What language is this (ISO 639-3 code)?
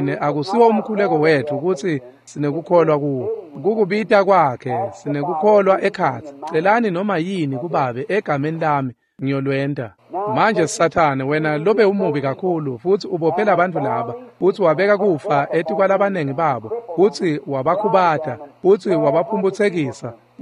ssw